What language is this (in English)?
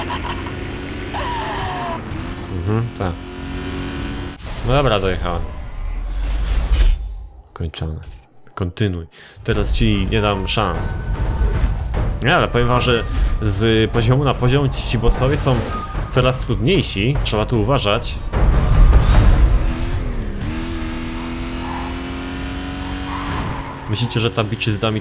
Polish